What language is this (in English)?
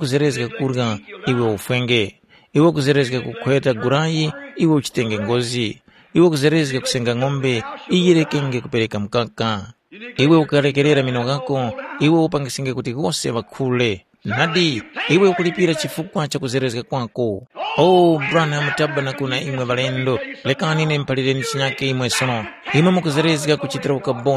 Tumbuka